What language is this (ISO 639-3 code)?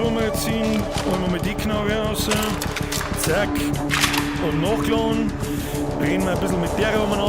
bar